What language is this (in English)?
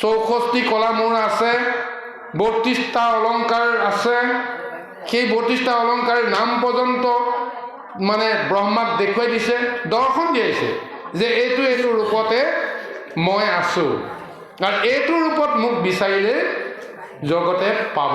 Assamese